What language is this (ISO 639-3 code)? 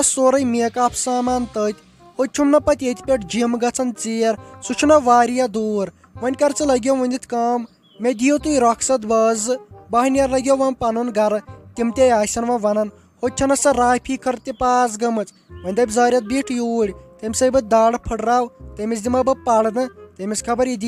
kas